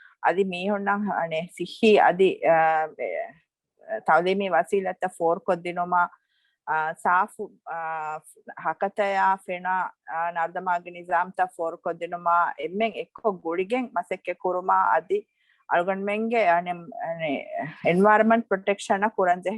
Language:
Divehi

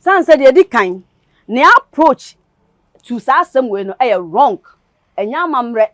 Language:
Akan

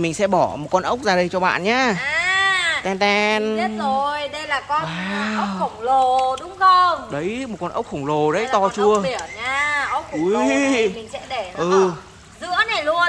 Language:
Vietnamese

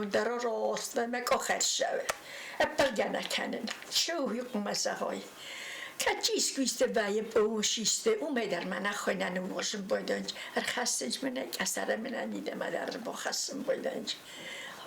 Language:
Ossetic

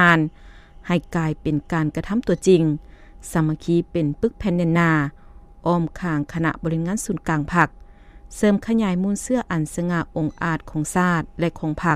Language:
Lao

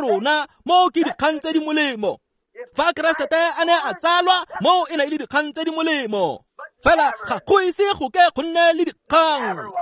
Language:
Tswana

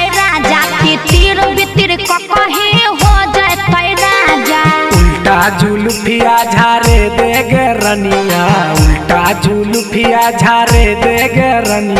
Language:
Bhojpuri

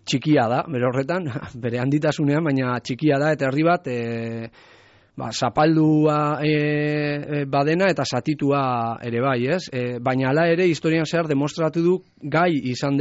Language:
Basque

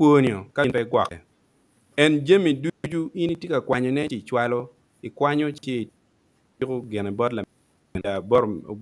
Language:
Acoli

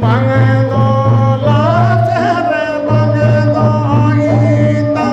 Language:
Santali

